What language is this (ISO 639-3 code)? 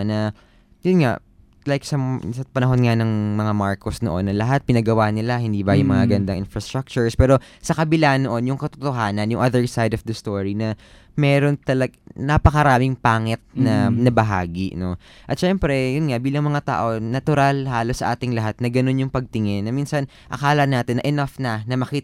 fil